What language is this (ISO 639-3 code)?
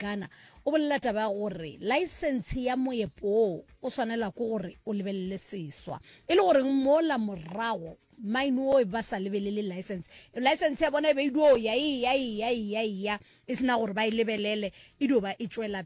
nso